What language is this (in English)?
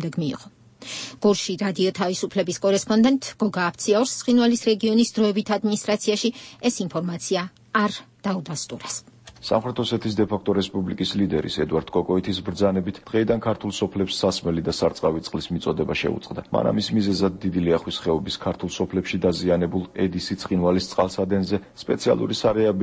Georgian